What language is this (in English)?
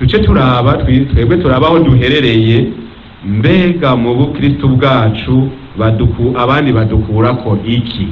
Rundi